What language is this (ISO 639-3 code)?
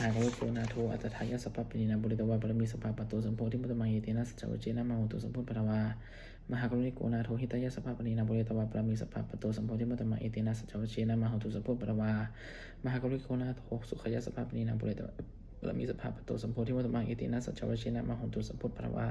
pli